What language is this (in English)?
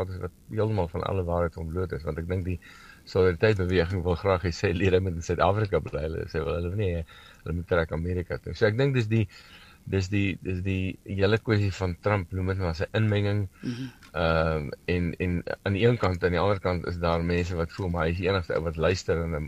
Afrikaans